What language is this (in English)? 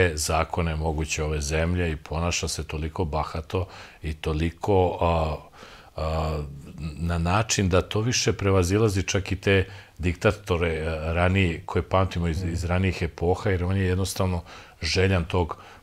Serbian